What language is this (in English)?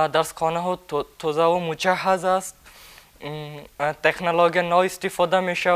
Tajik